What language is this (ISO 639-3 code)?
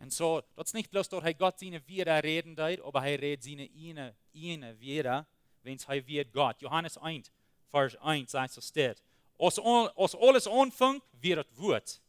pdt